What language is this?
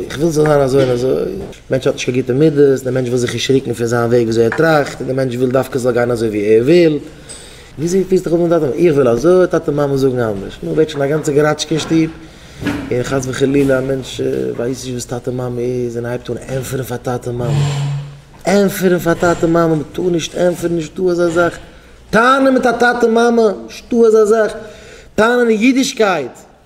Yiddish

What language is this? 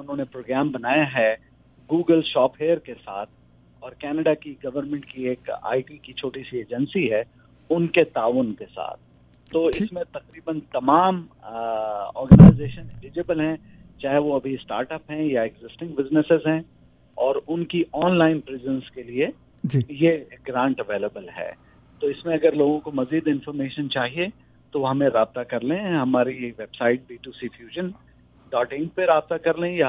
Urdu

